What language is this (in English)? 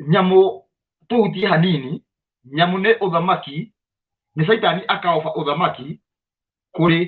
Kikuyu